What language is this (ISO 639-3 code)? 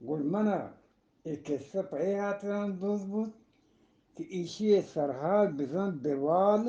bgp